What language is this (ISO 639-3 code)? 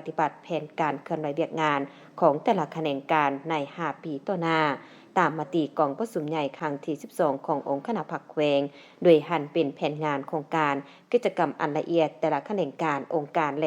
lao